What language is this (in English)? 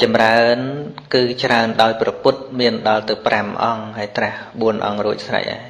Khmer